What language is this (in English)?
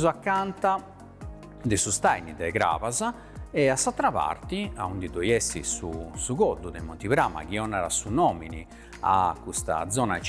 Sardinian